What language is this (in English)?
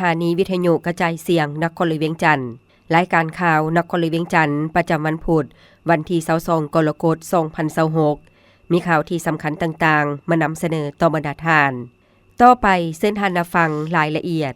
Lao